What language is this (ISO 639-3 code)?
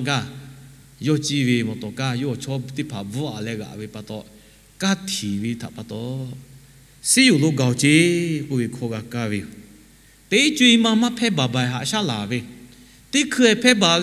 lhu